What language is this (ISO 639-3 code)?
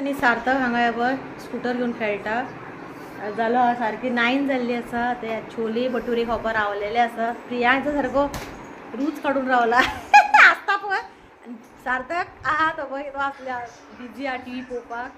kok